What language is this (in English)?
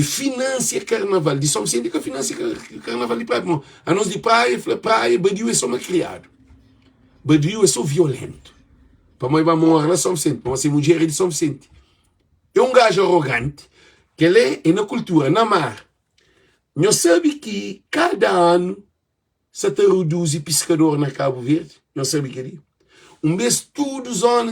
Kabuverdianu